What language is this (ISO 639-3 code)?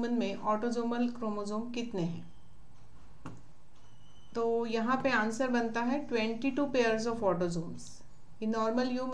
hin